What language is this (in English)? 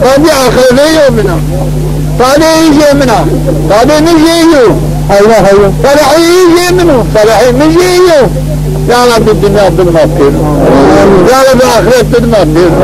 Zaza